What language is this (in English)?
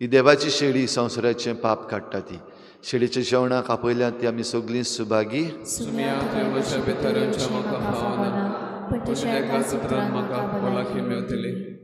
Konkani